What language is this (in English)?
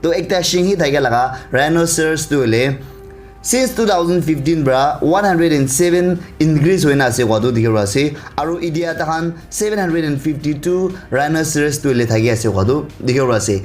Naga Pidgin